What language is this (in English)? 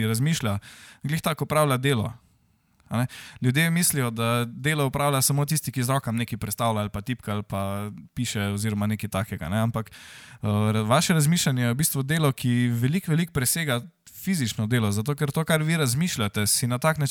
Slovenian